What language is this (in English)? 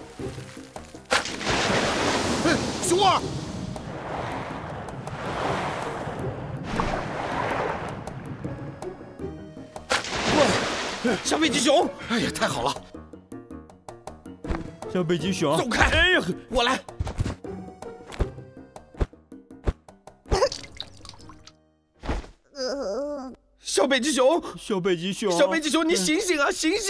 Chinese